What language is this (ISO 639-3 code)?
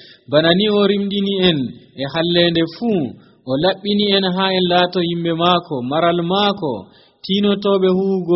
fuv